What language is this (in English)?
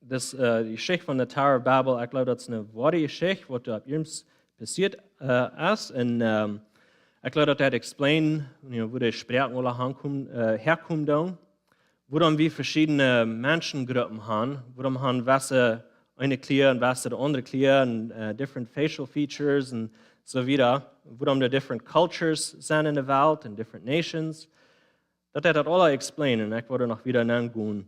Plautdietsch